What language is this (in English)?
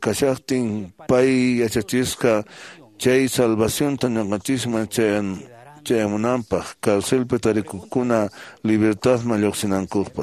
Quechua